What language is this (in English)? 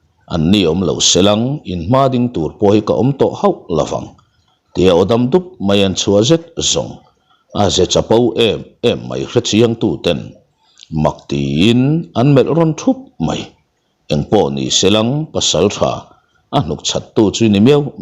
Mizo